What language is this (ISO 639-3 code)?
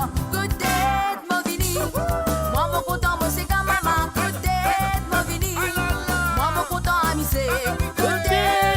mfe